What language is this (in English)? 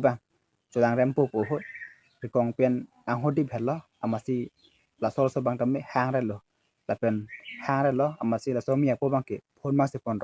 Karbi